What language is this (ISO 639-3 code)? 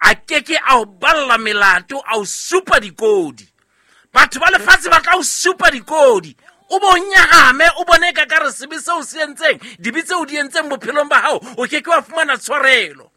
sot